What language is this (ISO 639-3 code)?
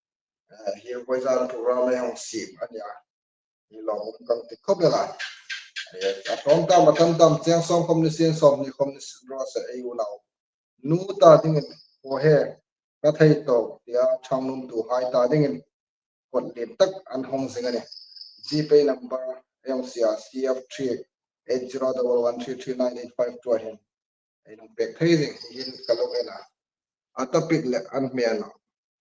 hmr